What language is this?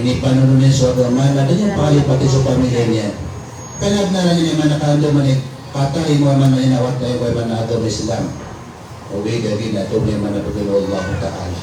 Maranao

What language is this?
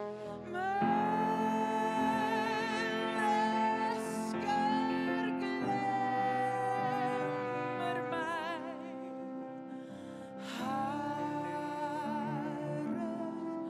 Norwegian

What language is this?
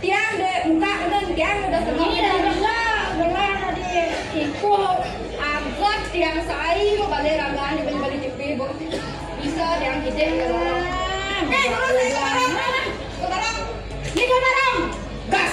Balinese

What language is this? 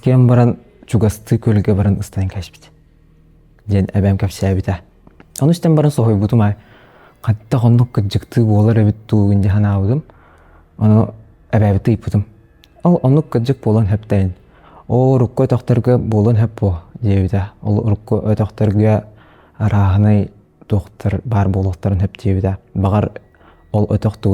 Yakut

